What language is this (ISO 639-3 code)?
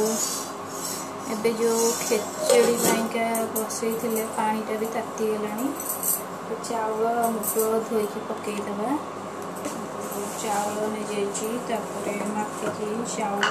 ori